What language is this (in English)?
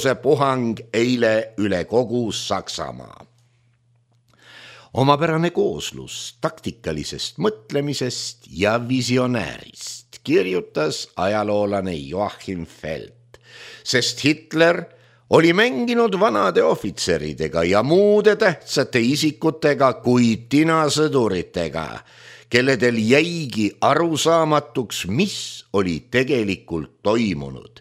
Estonian